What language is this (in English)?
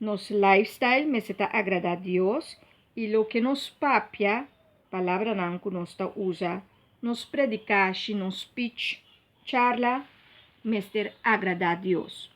Papiamento